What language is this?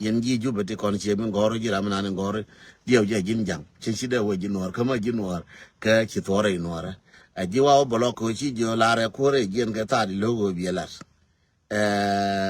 Nuer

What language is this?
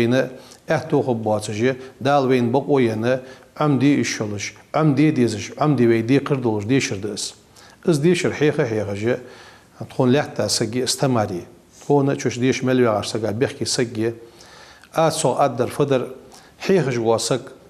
Ingush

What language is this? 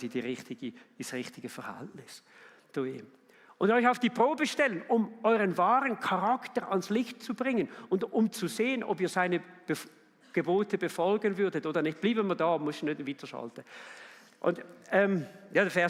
Swiss German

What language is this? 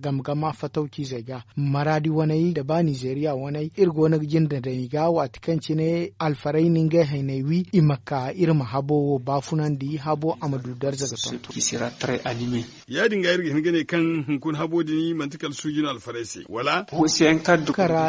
Zarma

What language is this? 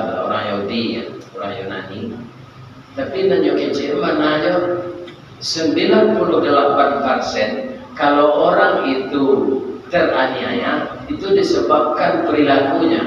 Minangkabau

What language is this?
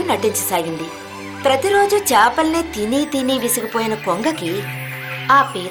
Telugu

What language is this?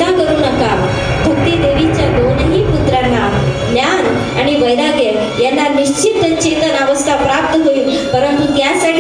Marathi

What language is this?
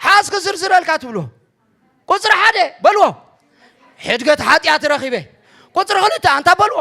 Tigrinya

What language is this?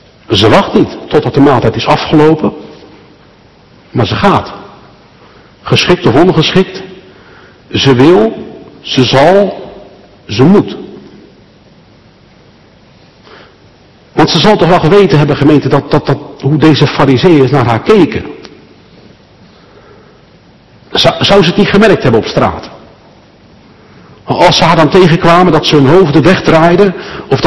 Dutch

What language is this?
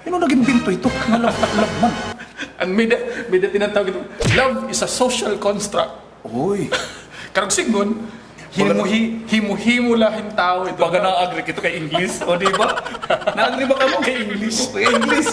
Waray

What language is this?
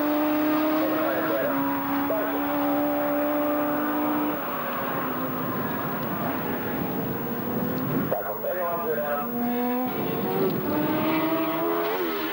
Dutch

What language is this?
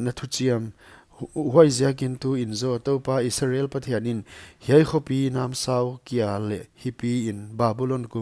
Paite Chin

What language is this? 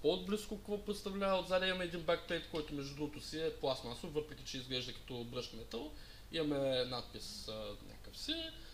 Bulgarian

